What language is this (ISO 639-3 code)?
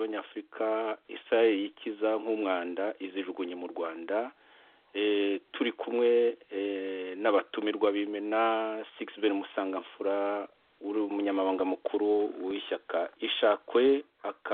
kin